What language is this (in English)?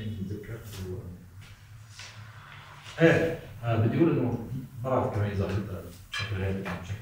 North Levantine Arabic